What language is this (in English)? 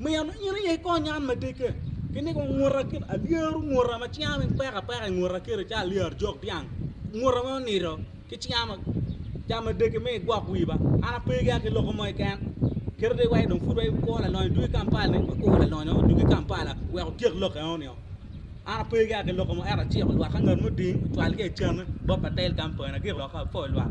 Acoli